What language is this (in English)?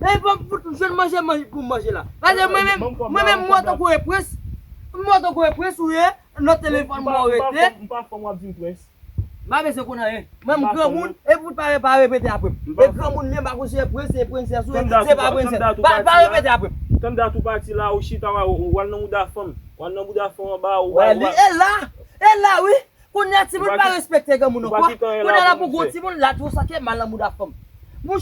Haitian Creole